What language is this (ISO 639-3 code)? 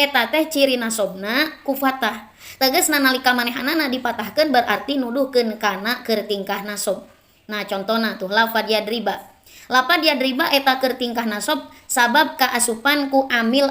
sun